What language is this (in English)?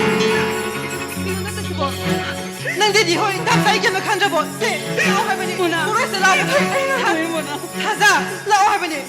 Manipuri